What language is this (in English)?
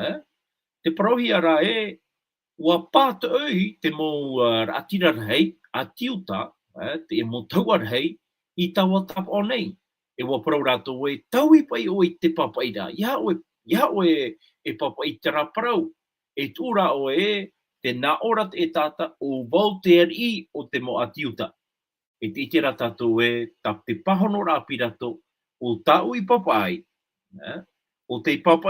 Tahitian